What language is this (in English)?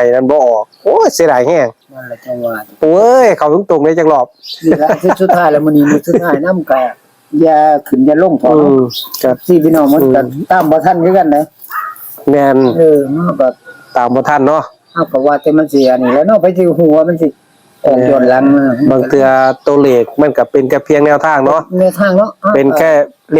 Northeastern Thai